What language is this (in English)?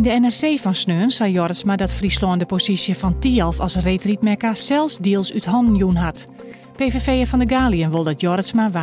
Western Frisian